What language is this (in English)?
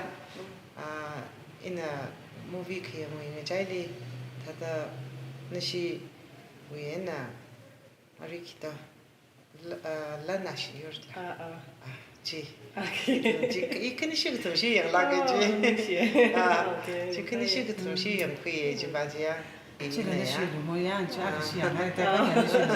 Tangkhul Naga (India)